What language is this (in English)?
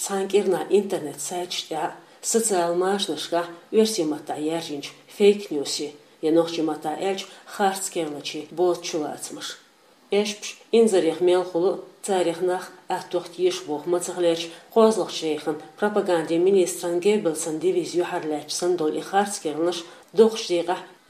Chechen